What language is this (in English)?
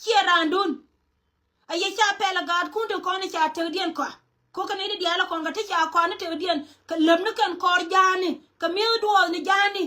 Nuer